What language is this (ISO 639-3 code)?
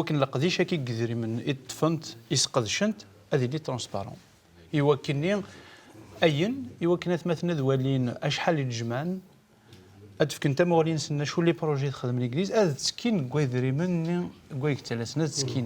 kab